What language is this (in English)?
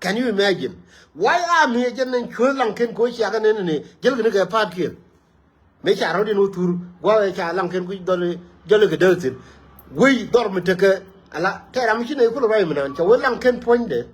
Nuer